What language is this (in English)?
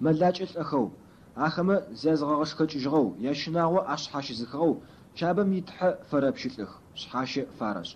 Adyghe